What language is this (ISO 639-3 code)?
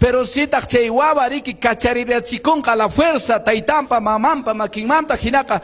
que